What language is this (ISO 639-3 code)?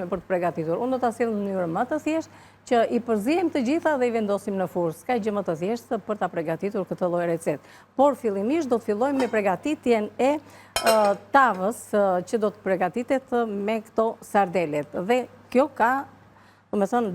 sqi